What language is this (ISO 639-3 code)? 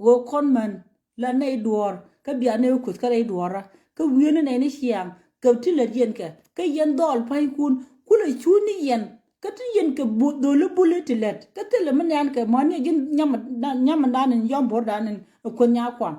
nus